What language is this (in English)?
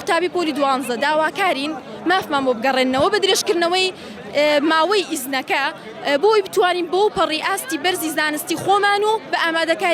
Central Kurdish